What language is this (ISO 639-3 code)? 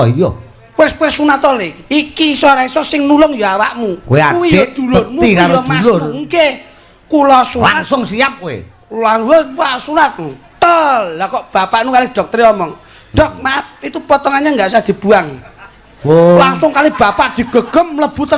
jav